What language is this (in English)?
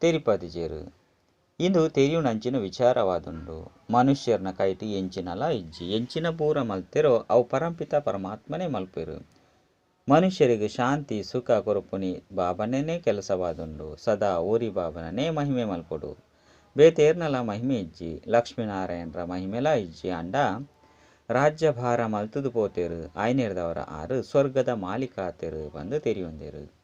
Tulu